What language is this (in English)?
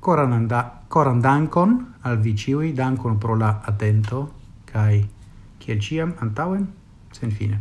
Esperanto